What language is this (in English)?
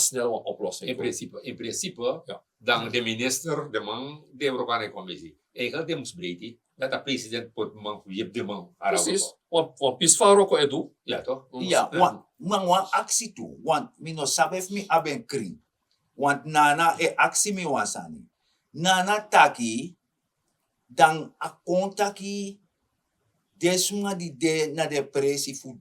Sranan Tongo